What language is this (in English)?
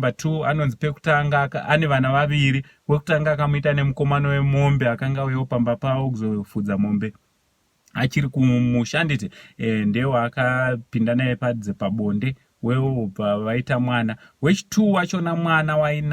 Shona